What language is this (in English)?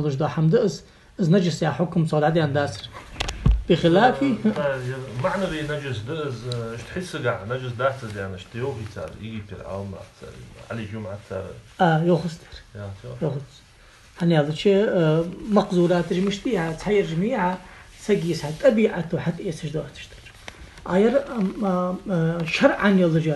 Ingush